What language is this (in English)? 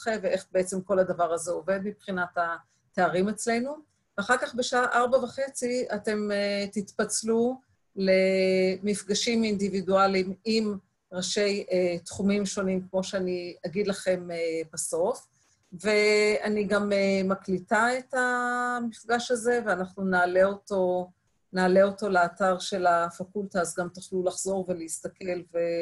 Hebrew